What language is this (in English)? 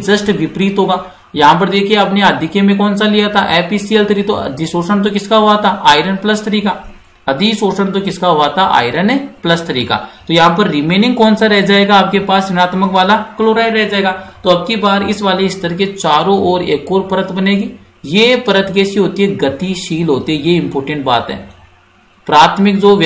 Hindi